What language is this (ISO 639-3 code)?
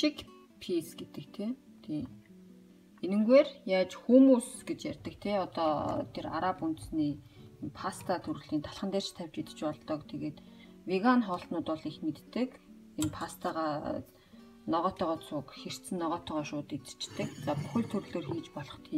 mon